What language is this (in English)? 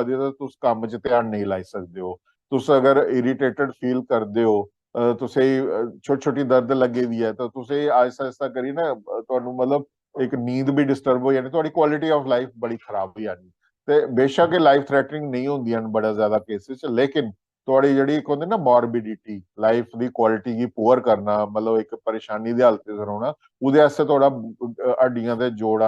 Dogri